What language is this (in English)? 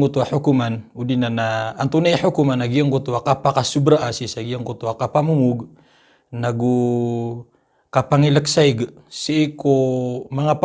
Maranao